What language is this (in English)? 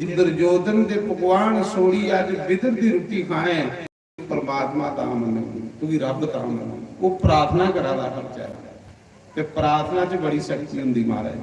Dogri